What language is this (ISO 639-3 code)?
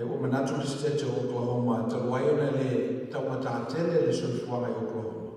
smo